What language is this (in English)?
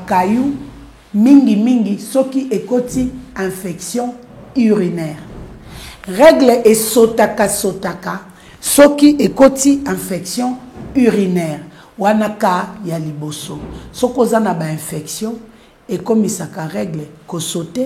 Lingala